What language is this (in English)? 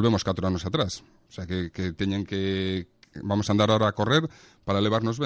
Galician